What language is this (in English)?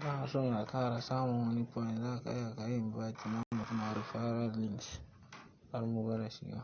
Hausa